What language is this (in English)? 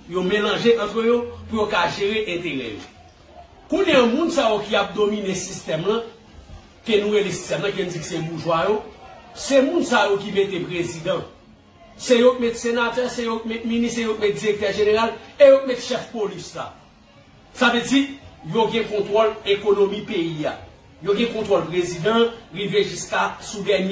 Haitian Creole